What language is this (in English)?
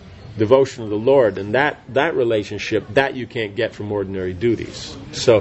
English